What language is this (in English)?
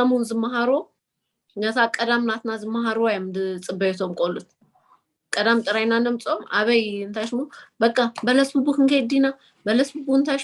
Tigrinya